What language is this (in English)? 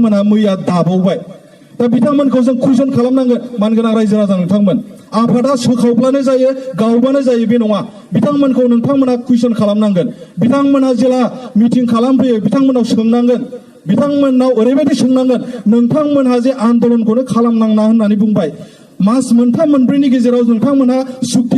Bodo